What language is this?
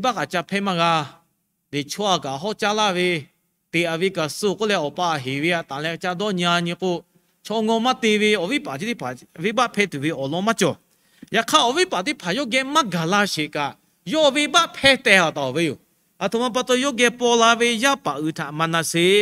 Lahu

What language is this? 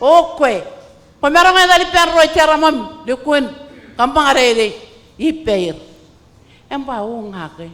Marshallese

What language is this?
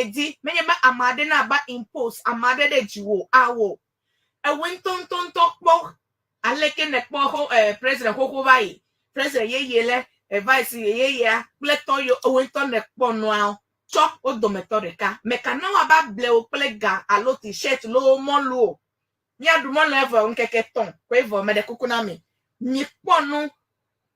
Ewe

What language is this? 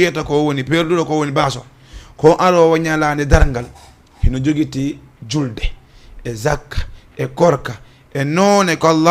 Fula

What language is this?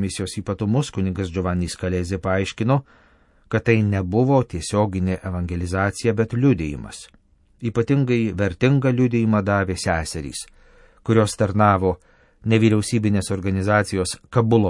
Lithuanian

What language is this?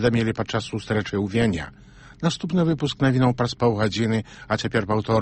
Belarusian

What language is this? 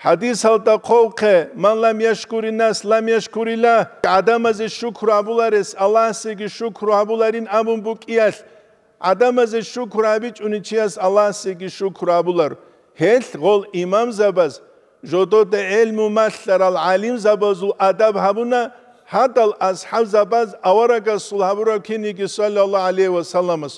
Avaric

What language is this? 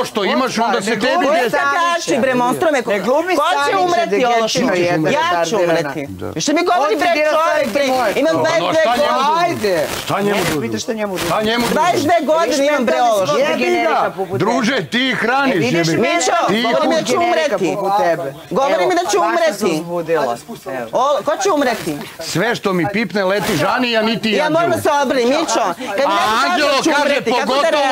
Serbian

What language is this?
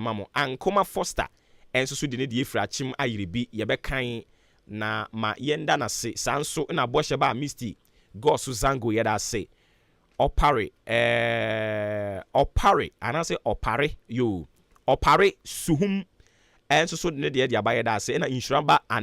Akan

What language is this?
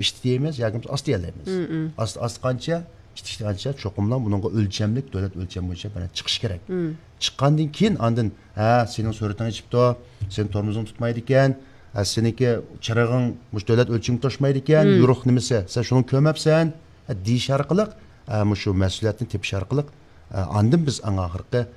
Uyghur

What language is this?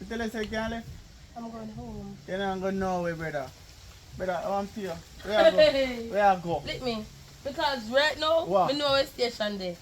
Jamaican Creole English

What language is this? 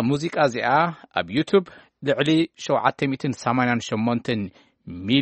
Tigrinya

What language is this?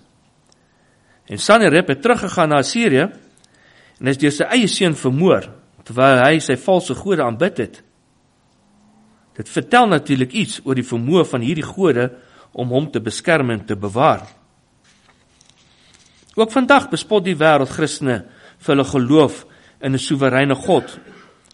Afrikaans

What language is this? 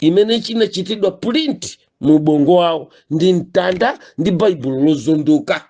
Nyanja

